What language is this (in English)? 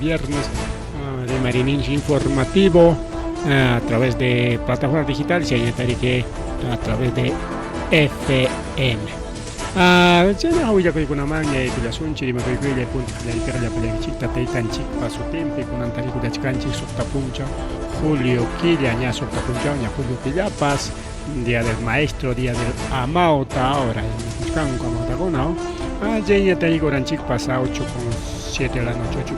Ayacucho Quechua